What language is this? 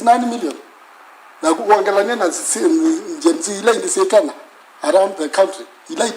Kamba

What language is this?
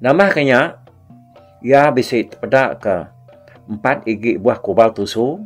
Iban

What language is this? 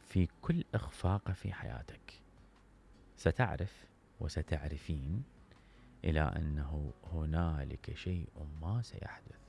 Mesopotamian Arabic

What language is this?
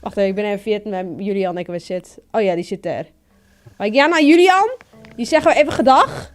Western Frisian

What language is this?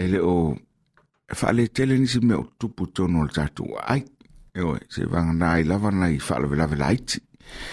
Samoan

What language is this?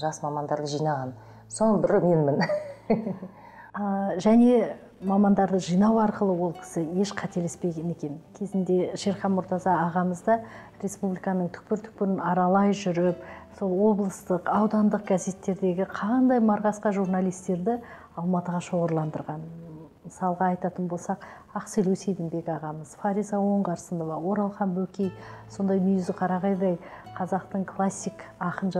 Kazakh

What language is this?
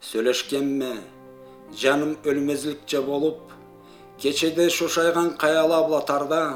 Karachay-Balkar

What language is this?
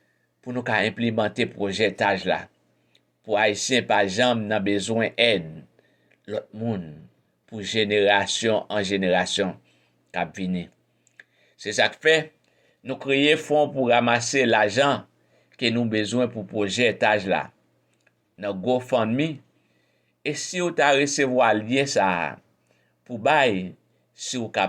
Haitian Creole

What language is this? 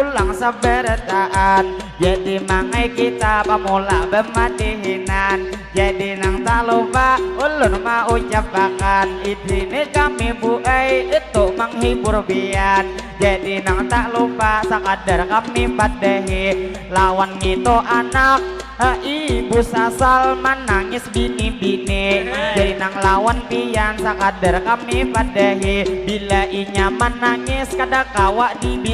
Banjar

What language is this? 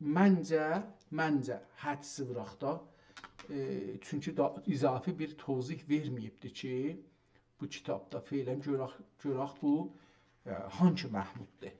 South Azerbaijani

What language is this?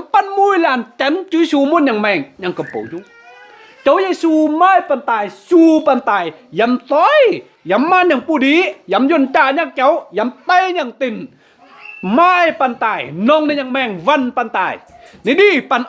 Kim Mun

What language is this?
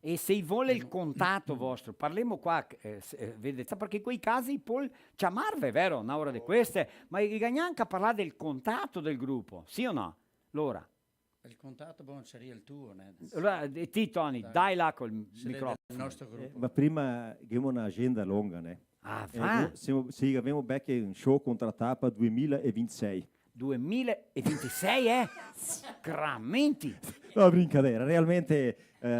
Venetian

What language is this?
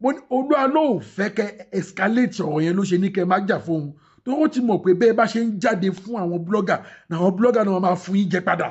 Yoruba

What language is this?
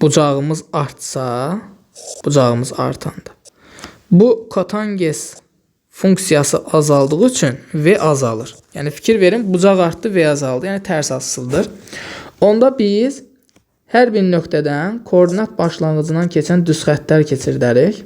Azerbaijani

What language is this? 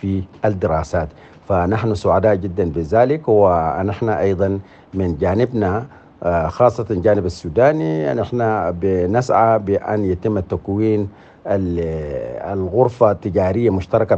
Sudanese Arabic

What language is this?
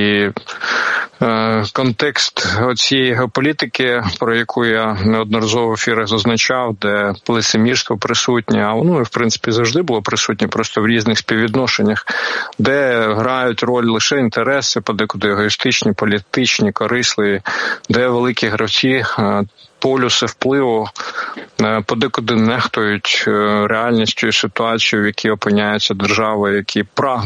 Ukrainian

